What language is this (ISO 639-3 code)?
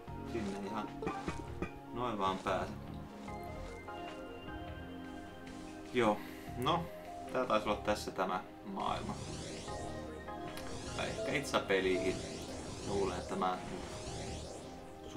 fin